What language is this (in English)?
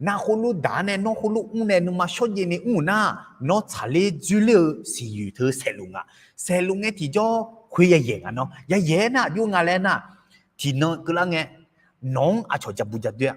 Akha